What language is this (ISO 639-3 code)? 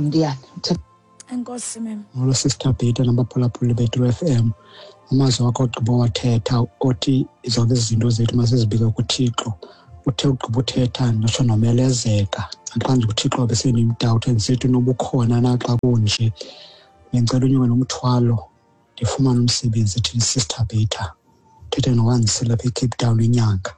xho